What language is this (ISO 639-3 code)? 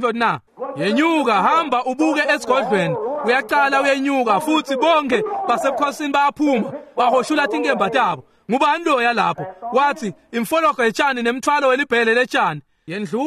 ssw